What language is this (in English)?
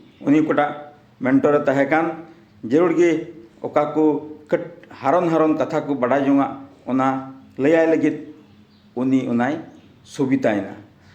Santali